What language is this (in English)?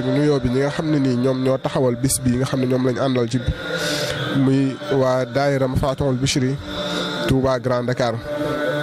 Wolof